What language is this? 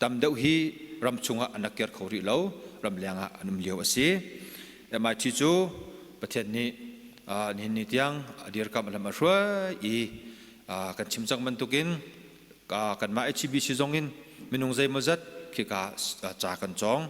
Hakha Chin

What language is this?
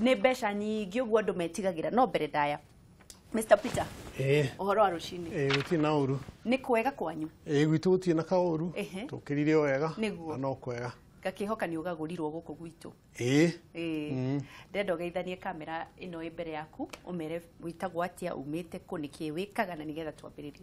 Kikuyu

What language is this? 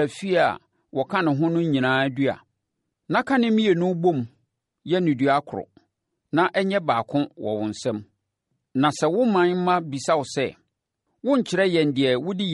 Akan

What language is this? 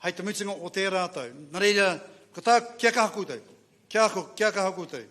Māori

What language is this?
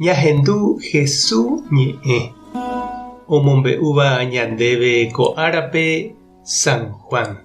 Guarani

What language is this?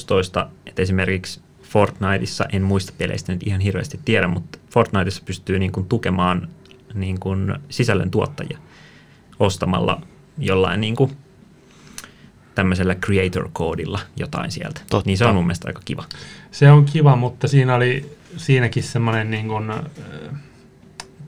Finnish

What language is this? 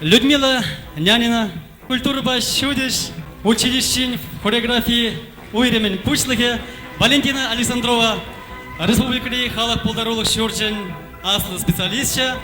Chuvash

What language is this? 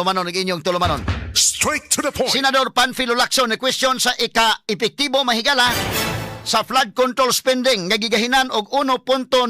Cebuano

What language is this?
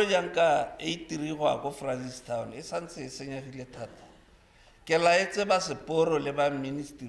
Tswana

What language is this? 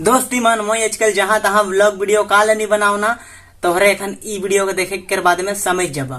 Sadri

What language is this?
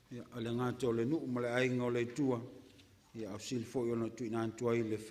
Samoan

